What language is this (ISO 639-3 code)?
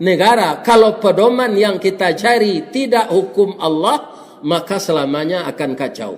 min